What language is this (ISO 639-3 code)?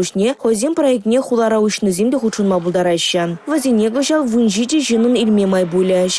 chv